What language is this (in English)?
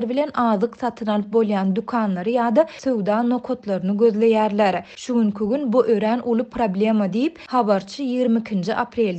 Turkmen